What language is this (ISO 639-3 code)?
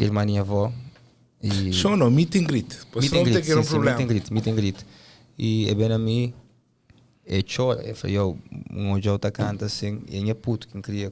kea